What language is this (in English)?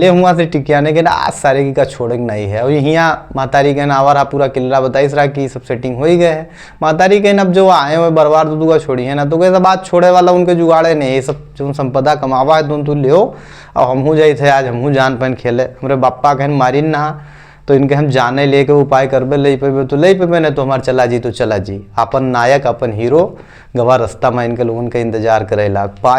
Awadhi